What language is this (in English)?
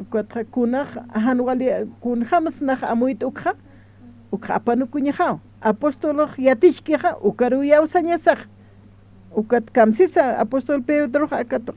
Aymara